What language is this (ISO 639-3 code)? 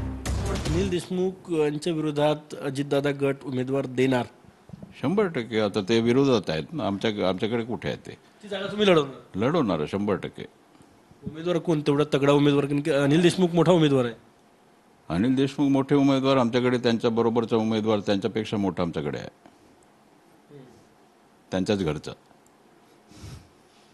mar